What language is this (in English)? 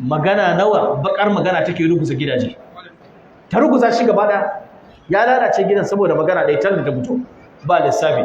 Hausa